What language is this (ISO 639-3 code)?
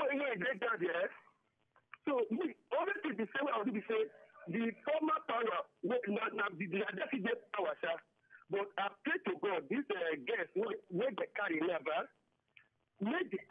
pcm